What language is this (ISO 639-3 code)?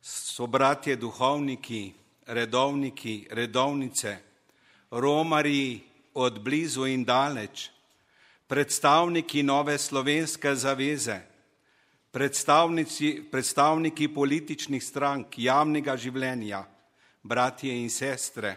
slv